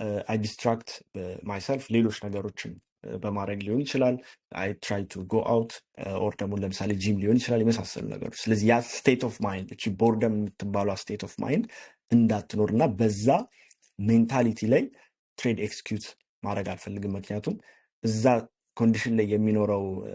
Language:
Amharic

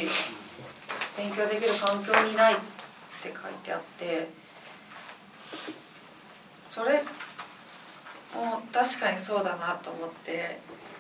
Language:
Japanese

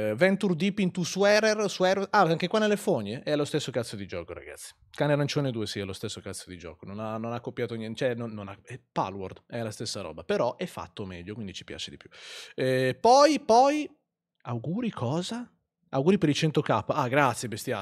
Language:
Italian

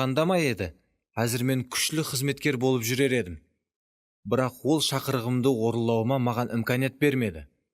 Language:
Kara-Kalpak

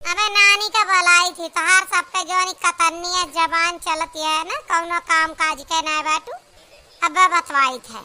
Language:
Awadhi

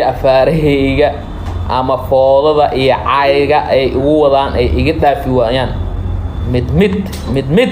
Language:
Somali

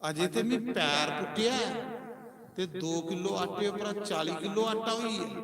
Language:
Dogri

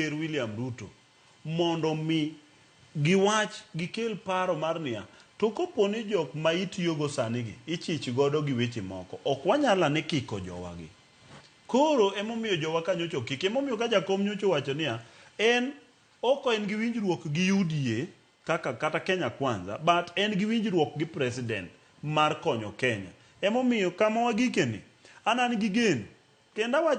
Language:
Luo (Kenya and Tanzania)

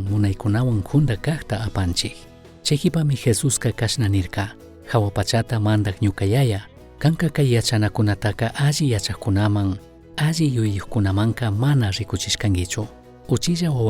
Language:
Chimborazo Highland Quichua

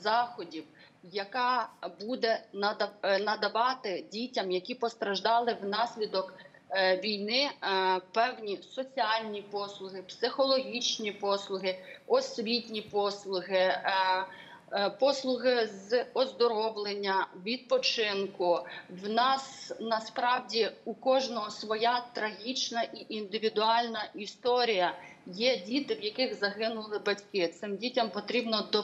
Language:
Ukrainian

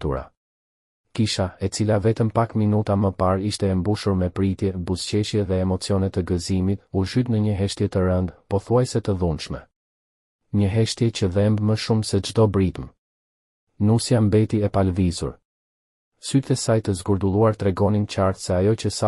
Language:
Albanian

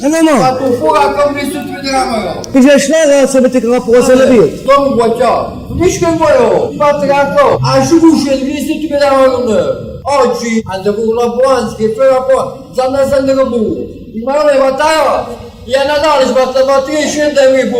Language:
Neapolitan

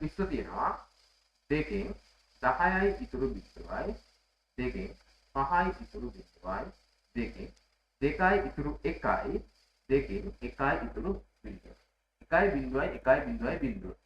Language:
Sinhala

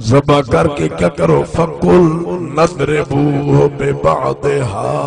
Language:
Saraiki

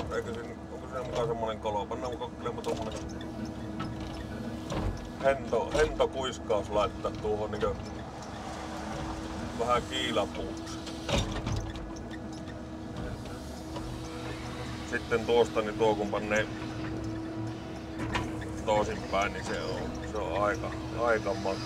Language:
Finnish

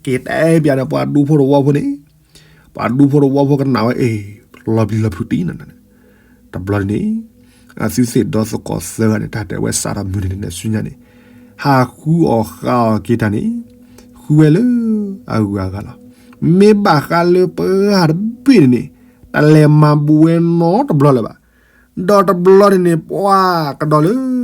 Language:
S'gaw Karen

